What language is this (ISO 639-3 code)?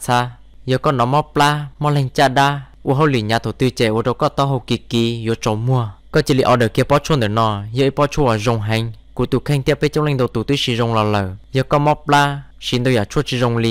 hmn